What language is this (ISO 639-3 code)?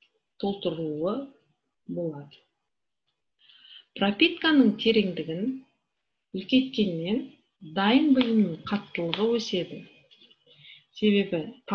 kaz